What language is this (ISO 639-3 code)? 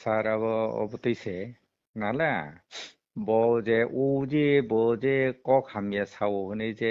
trp